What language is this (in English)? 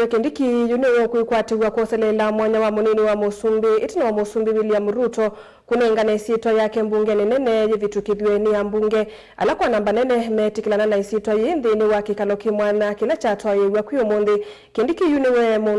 Kamba